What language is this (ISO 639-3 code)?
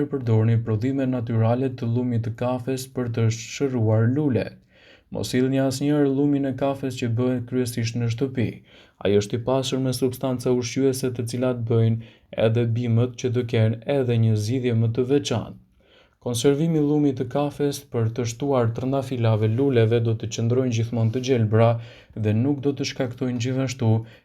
sqi